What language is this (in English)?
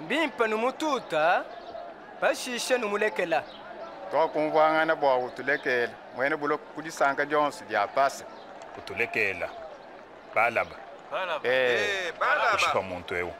Luba-Lulua